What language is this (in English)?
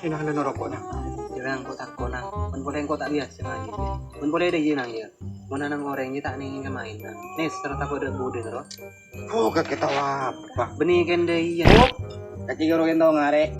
Madurese